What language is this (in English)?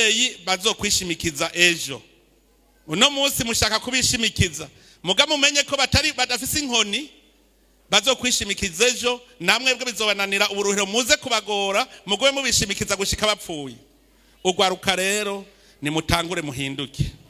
Rundi